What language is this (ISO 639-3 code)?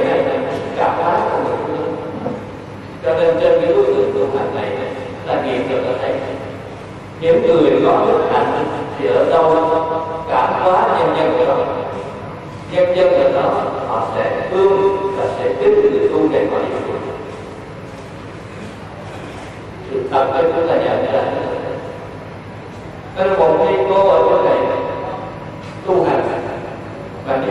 vie